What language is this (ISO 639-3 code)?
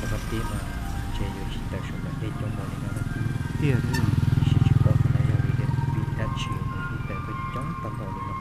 hmn